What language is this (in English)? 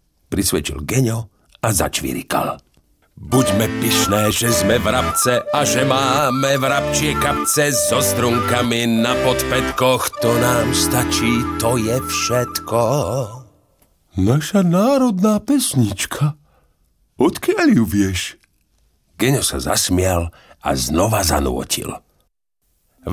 Slovak